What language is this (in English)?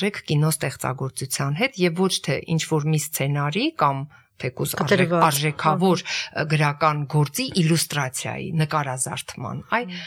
Armenian